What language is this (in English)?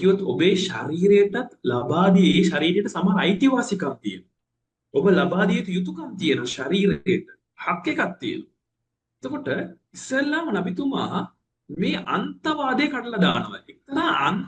Sinhala